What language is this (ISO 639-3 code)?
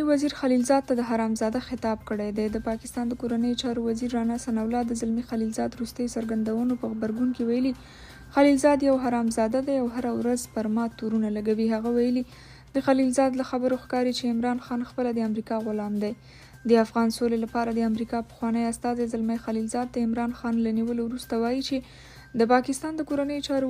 pus